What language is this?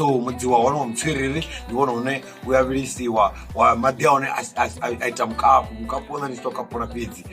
Venda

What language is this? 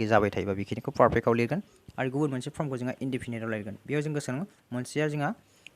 Bodo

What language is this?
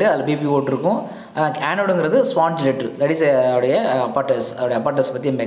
Tamil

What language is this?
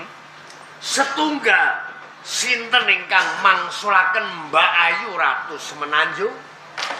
Javanese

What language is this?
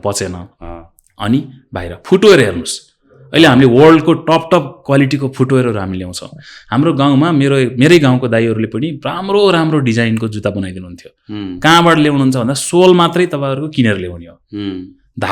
Nepali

